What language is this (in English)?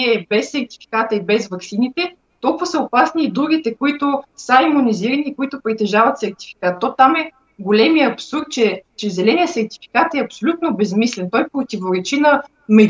Bulgarian